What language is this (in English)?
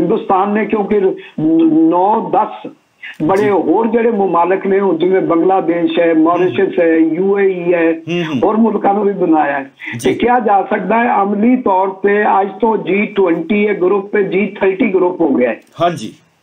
Punjabi